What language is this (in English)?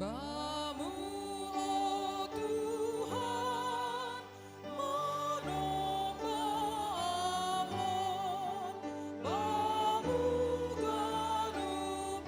Batak Simalungun